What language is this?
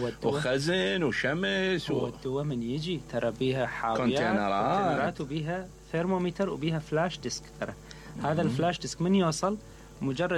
Mesopotamian Arabic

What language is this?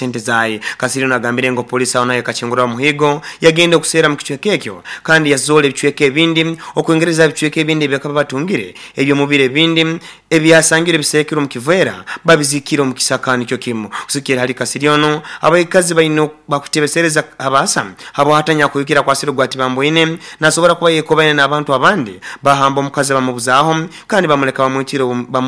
Nyoro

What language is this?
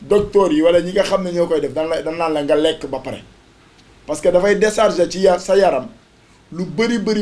Wolof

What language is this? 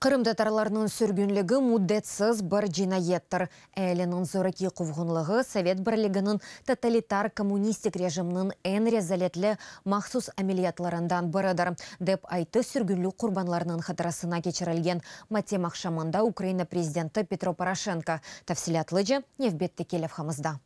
Crimean Tatar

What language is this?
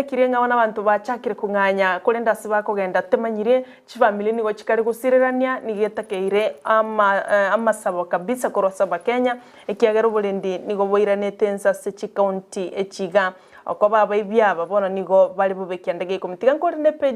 Gusii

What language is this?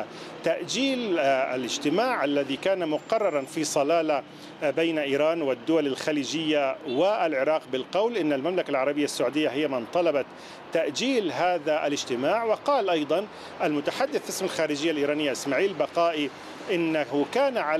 Arabic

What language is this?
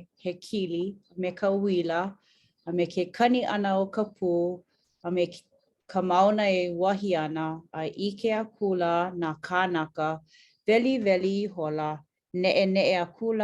Hawaiian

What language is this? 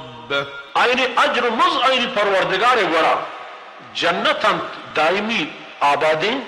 Baluchi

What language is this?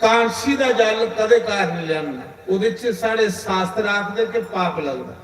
Dogri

